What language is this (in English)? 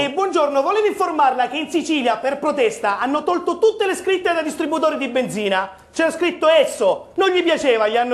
Italian